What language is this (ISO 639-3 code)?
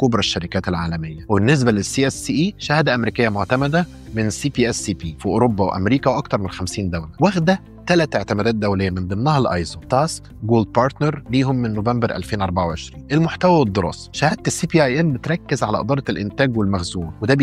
arz